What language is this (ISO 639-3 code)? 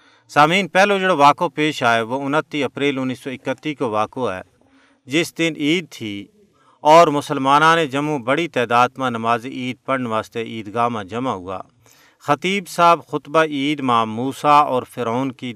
gju